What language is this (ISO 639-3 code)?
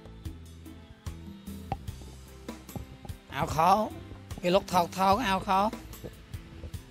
vie